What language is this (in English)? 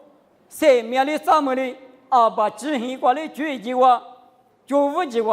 Lisu